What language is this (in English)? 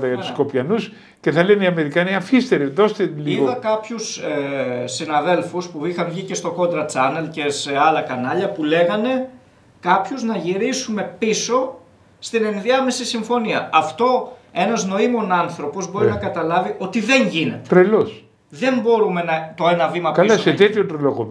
Greek